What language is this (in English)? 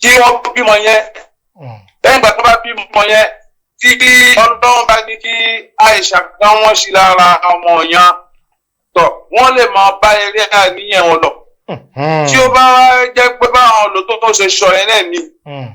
Yoruba